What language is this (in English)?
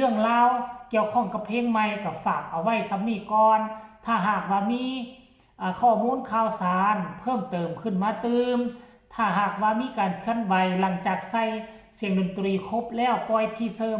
Northeastern Thai